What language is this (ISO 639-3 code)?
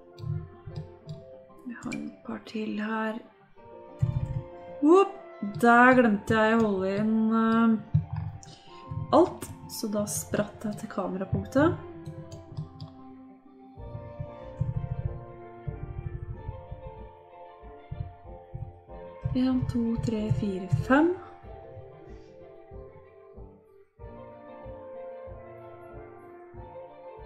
nor